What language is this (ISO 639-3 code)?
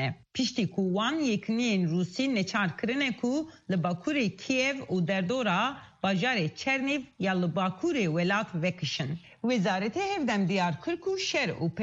kur